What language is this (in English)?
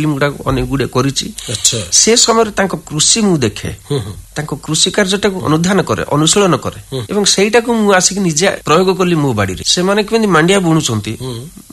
Odia